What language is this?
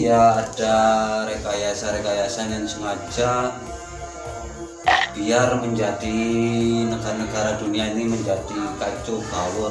Indonesian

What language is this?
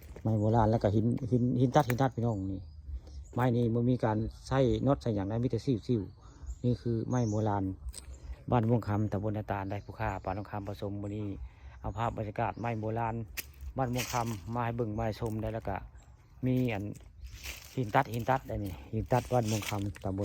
Northeastern Thai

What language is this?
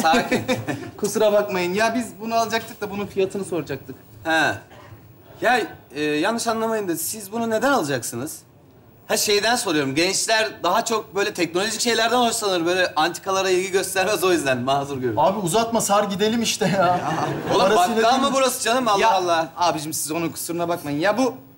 Turkish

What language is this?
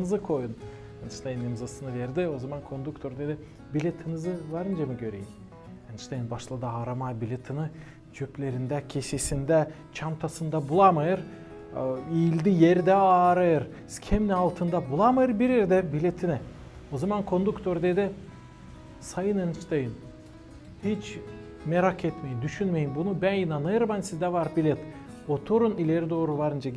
Gagauz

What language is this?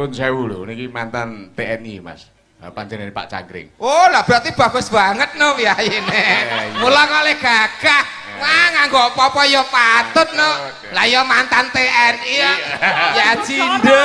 Javanese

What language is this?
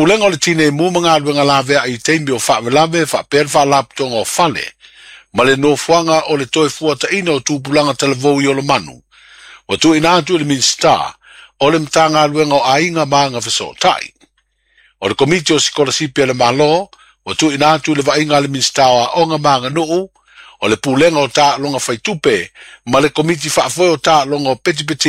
Samoan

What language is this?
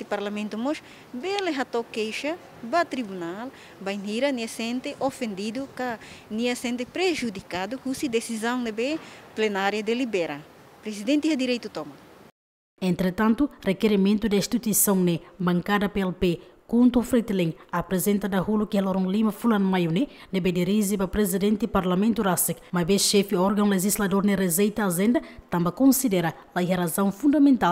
Tetum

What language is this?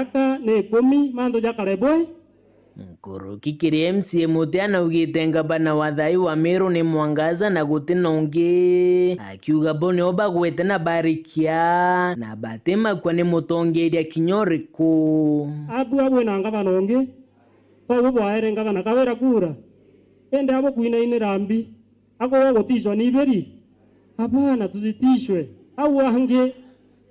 Meru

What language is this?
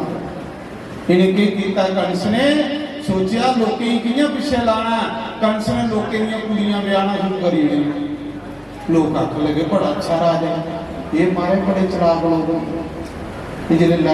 Dogri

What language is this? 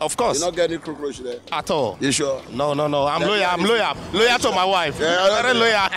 Nigerian Pidgin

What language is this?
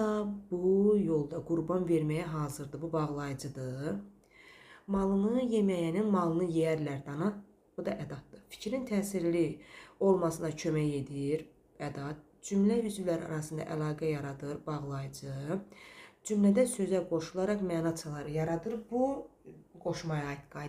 Azerbaijani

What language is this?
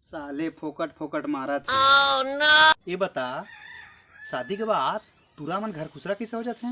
Chhattisgarhi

